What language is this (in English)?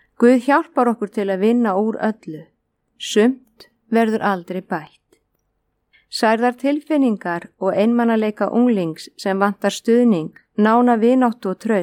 Icelandic